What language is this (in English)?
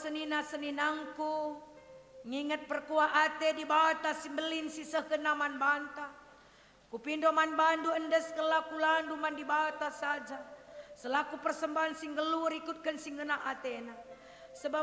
Batak Karo